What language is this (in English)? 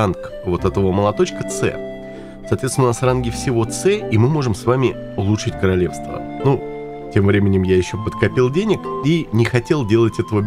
Russian